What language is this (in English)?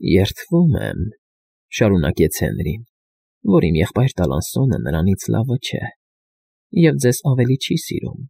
Armenian